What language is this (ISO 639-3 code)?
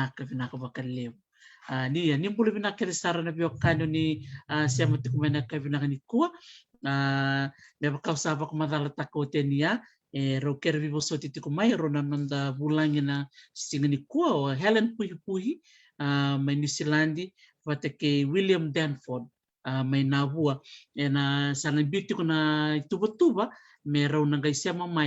fij